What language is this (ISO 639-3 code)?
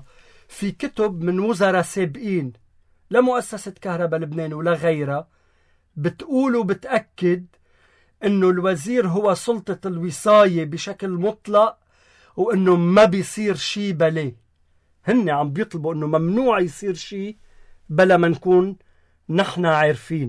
apc